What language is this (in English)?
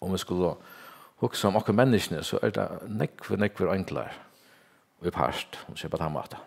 Faroese